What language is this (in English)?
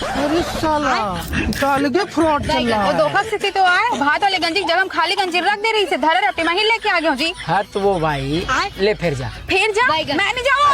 Chhattisgarhi